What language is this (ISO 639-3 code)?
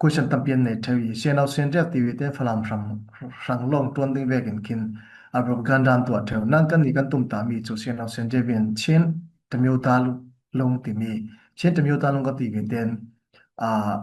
cfm